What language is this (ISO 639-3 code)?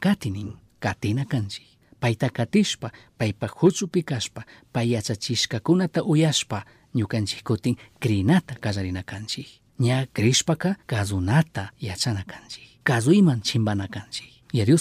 qug